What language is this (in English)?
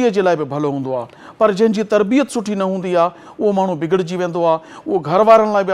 Sindhi